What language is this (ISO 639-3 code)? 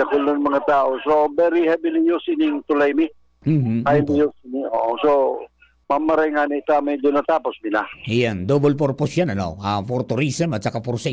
bik